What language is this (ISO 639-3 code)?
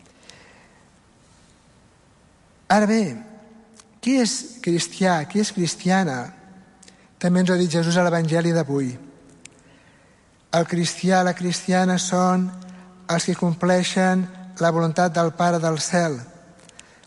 cat